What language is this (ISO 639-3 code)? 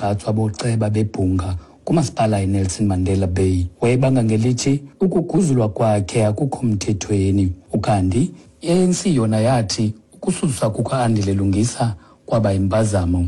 xho